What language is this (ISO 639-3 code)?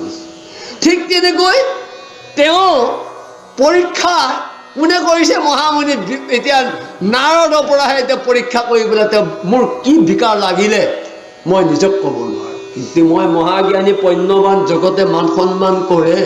asm